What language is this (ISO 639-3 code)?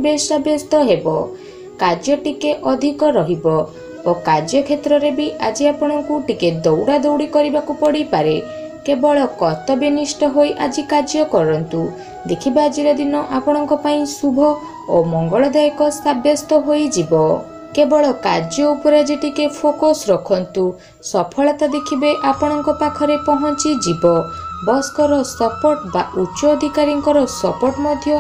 ori